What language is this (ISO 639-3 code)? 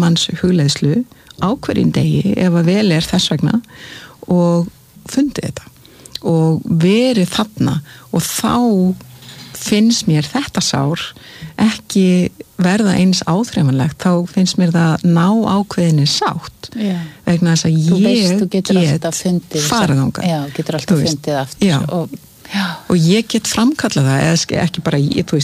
isl